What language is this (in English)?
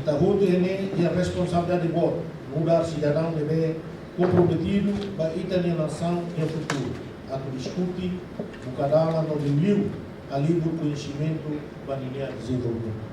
Tetum